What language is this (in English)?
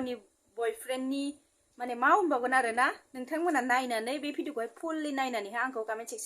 Bodo